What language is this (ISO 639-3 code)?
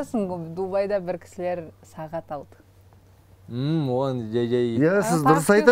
kaz